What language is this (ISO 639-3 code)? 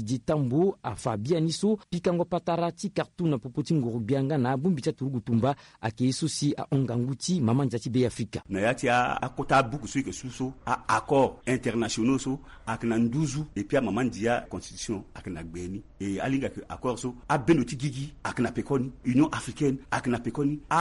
sag